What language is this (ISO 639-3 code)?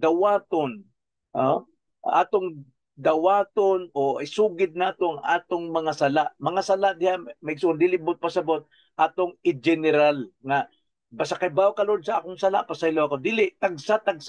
ceb